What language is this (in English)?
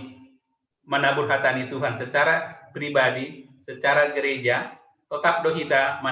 Batak Simalungun